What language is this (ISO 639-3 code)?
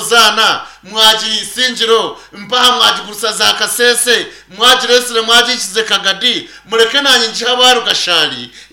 nyn